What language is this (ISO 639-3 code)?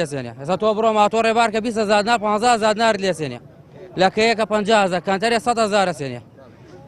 ckb